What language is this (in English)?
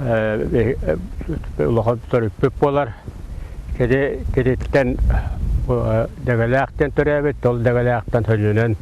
Yakut